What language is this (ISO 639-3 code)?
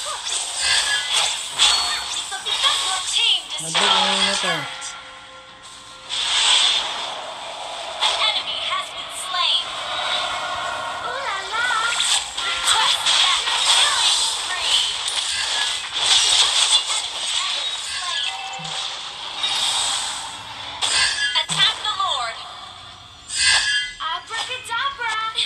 fil